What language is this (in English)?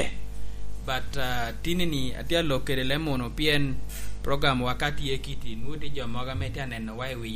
Lango (Uganda)